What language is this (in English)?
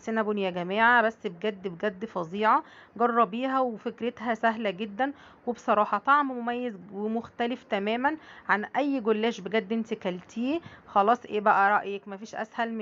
Egyptian Arabic